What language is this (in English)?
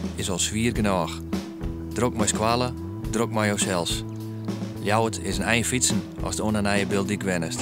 Western Frisian